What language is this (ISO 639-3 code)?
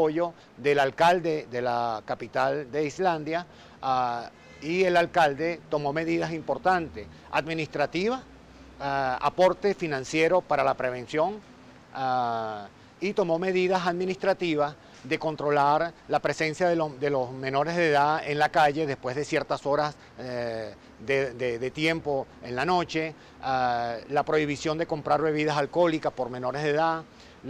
spa